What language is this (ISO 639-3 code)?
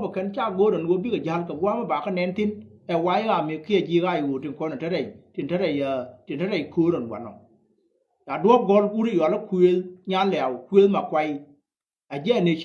nus